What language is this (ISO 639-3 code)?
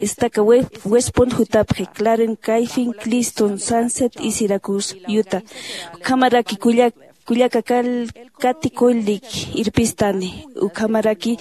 aym